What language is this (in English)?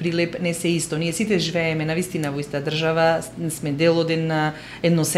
Macedonian